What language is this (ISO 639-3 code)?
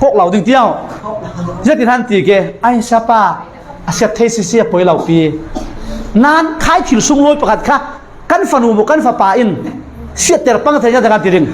cfm